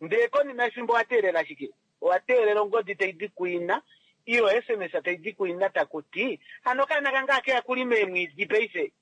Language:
Kuanyama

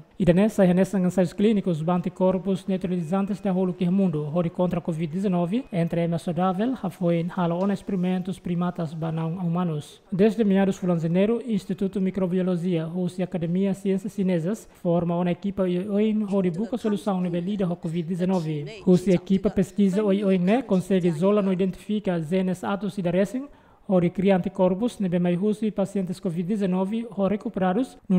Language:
Tetum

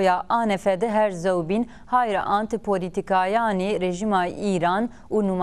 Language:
Zaza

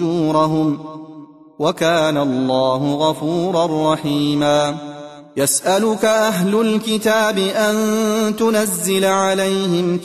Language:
Arabic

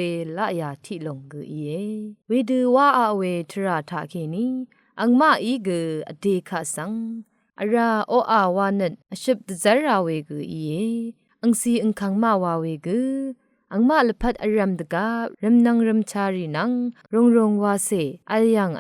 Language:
Rawang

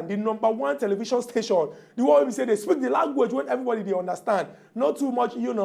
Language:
Nigerian Pidgin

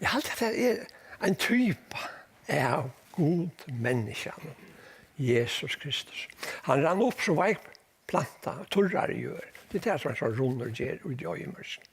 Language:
Faroese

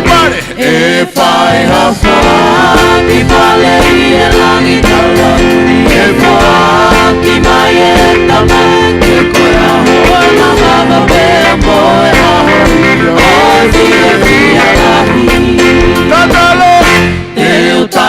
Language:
Tongan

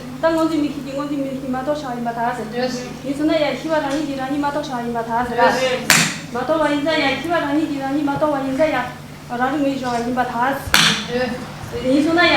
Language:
Tibetan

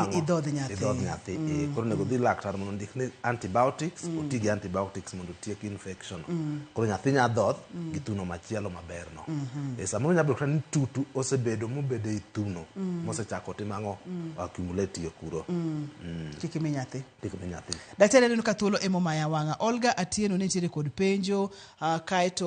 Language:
Luo (Kenya and Tanzania)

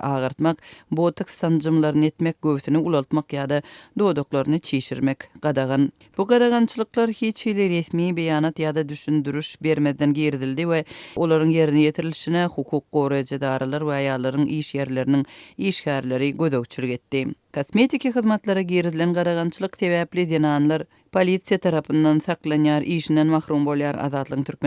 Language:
Turkmen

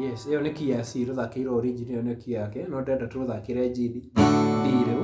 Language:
Kikuyu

